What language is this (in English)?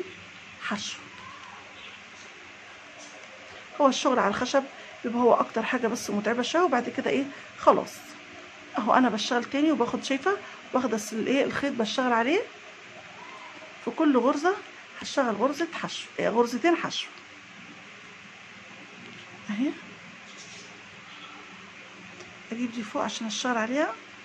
Egyptian Arabic